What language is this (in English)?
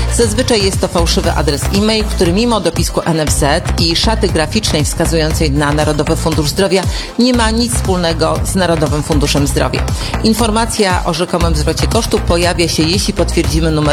Polish